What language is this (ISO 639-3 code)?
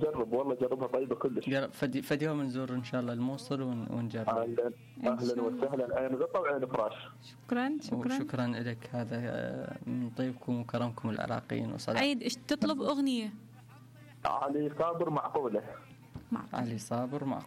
acm